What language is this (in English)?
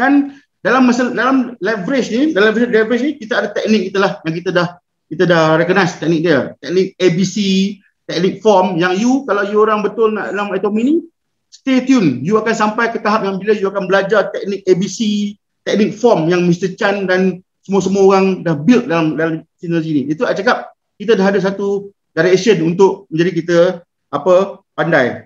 Malay